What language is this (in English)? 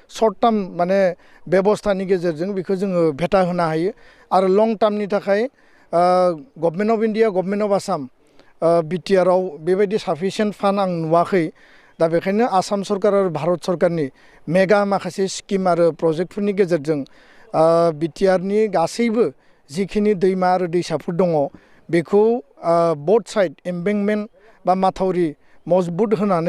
Bodo